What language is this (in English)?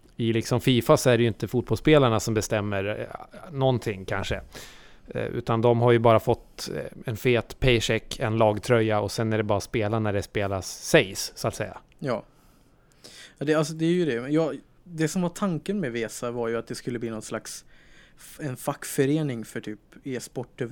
Swedish